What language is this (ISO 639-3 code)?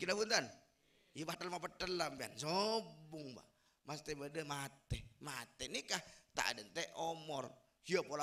mad